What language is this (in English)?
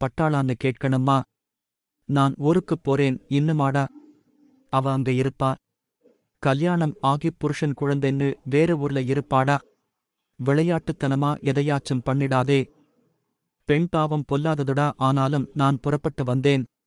Tamil